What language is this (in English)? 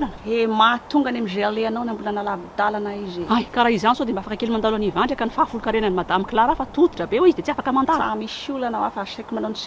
Malagasy